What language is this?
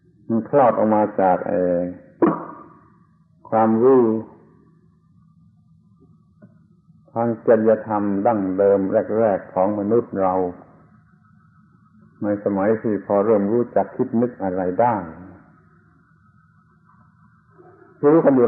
Thai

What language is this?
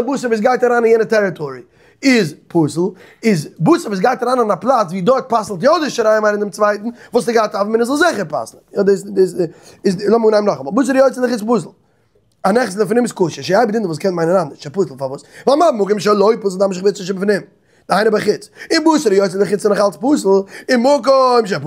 Yiddish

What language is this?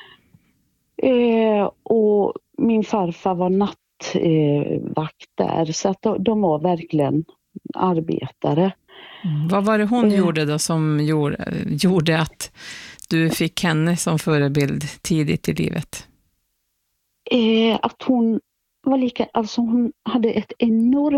Swedish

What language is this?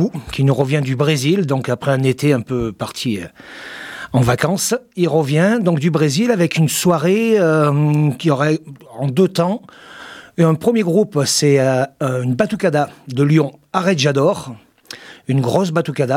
French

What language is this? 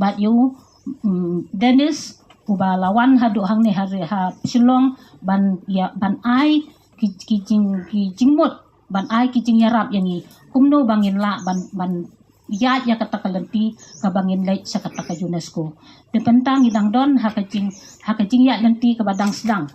Khasi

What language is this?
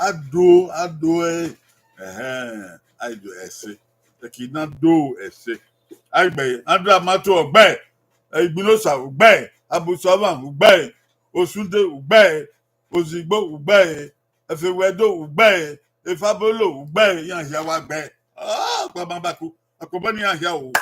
Bini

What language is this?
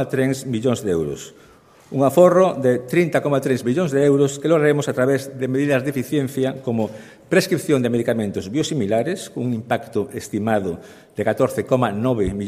Galician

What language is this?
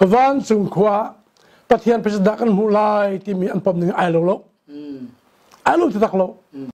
Hakha Chin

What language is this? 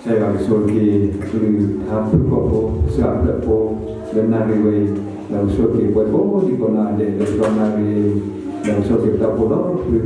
S'gaw Karen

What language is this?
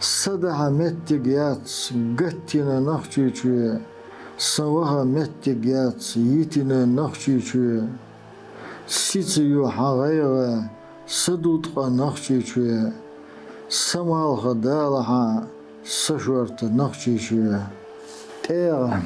Chechen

